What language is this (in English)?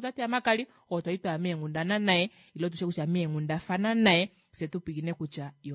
Kuanyama